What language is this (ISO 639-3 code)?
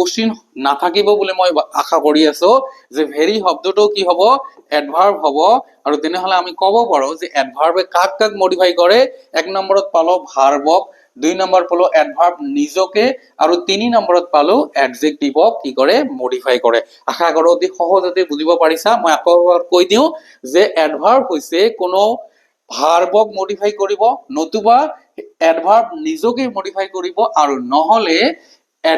asm